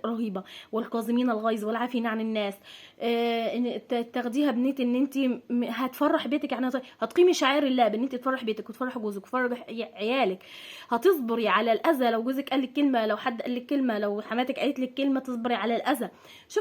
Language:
Egyptian Arabic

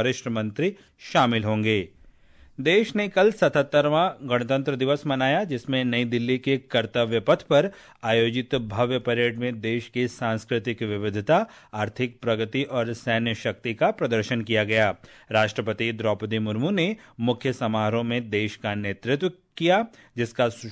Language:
Hindi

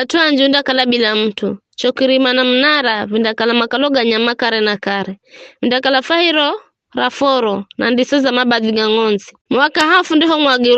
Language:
Giryama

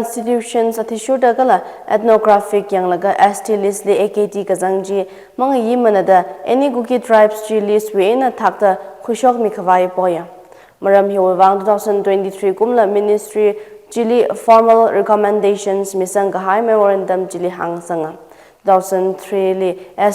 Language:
Tangkhul Naga (India)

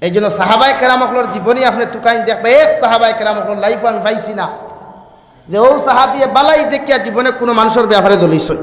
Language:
Sylheti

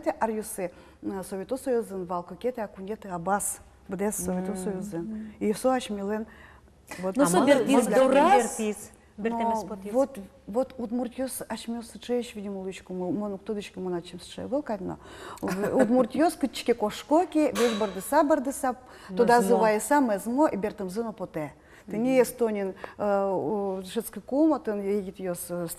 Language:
Udmurt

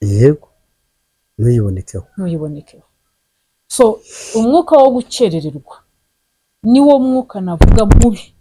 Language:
Kinyarwanda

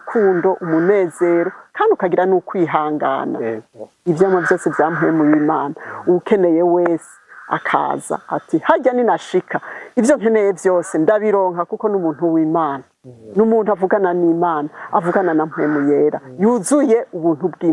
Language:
Rundi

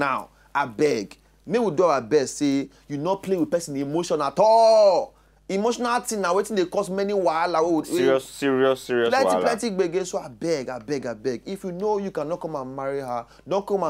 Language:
Nigerian Pidgin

